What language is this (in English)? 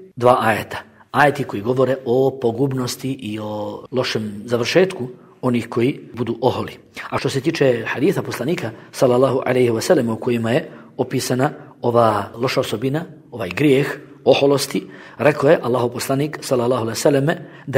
Bosnian